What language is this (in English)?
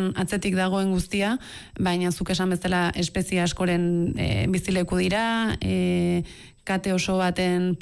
Basque